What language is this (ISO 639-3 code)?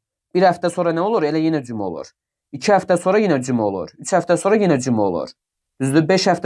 aze